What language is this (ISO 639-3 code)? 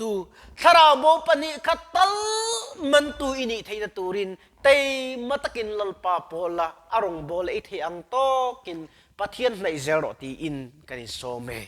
lus